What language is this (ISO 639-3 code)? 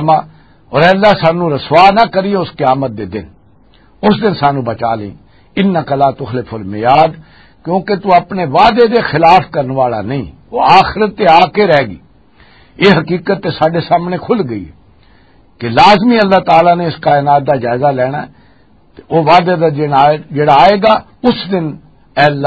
lah